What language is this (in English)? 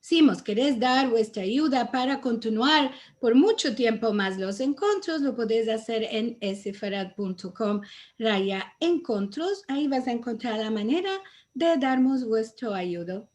Ladino